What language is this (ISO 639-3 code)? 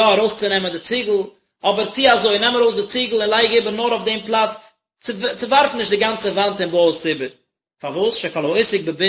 yid